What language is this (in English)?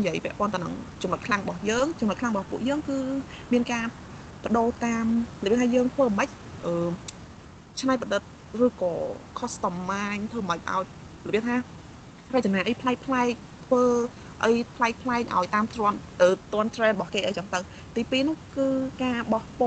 Khmer